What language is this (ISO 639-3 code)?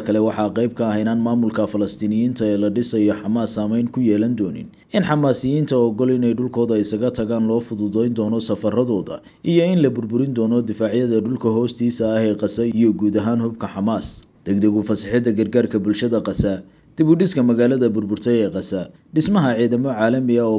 som